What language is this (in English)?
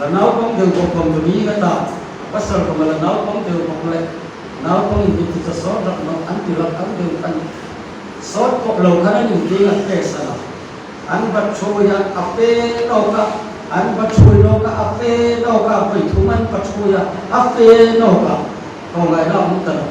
Hmar